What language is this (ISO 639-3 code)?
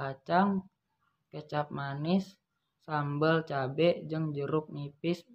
sun